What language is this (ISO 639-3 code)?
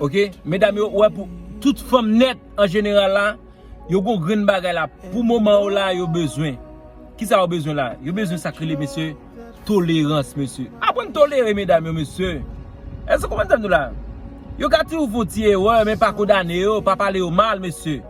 hat